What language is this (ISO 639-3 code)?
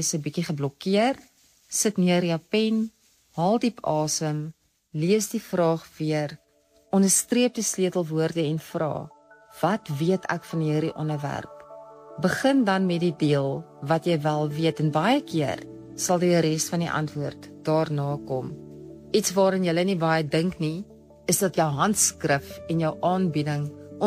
afr